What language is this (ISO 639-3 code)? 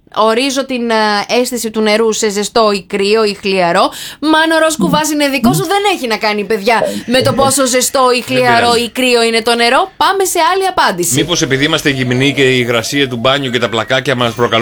ell